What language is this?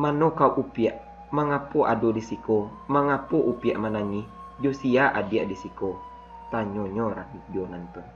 Minangkabau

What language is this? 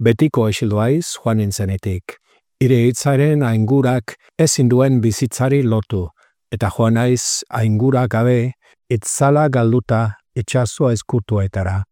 Basque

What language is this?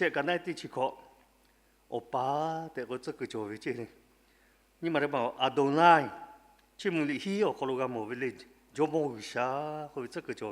Lahu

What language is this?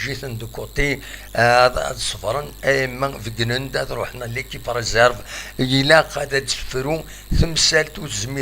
Kabyle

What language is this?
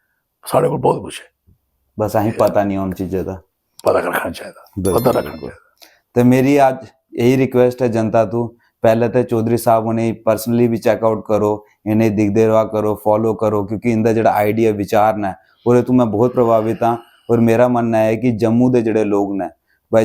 Dogri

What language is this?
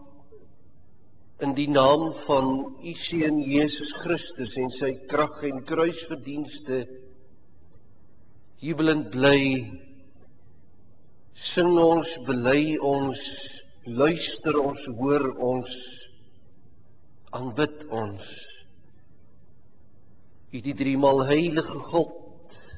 Afrikaans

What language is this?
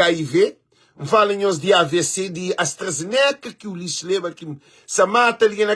Kabuverdianu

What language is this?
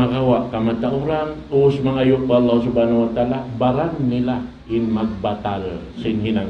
Tausug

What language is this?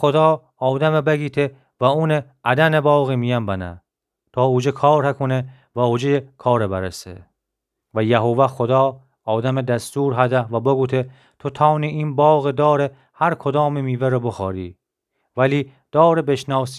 Gilaki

